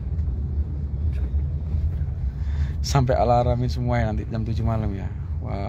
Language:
Indonesian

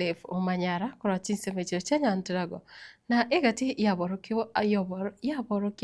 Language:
Gusii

